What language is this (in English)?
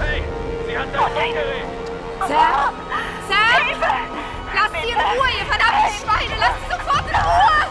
Bavarian